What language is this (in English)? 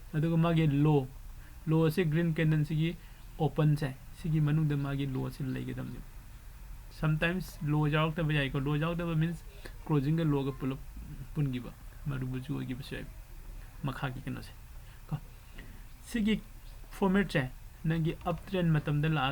Manipuri